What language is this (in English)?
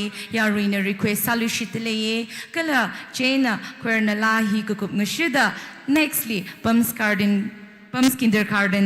Tangkhul Naga (India)